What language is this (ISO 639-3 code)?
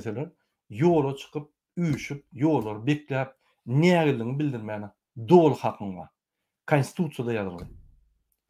tuk